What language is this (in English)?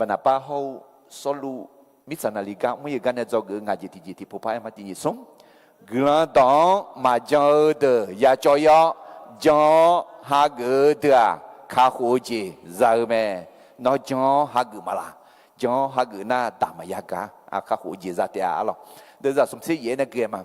Akha